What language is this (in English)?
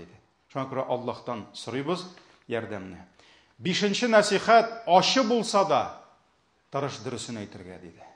Tatar